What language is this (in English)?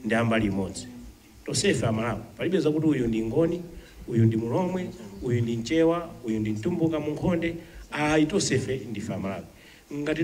Nyanja